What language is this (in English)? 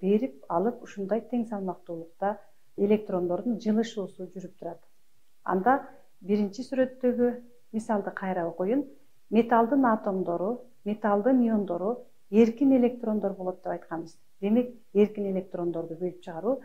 Kyrgyz